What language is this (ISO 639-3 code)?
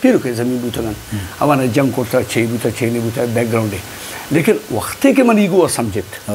bgp